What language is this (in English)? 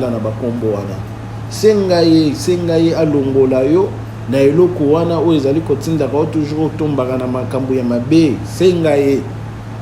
Lingala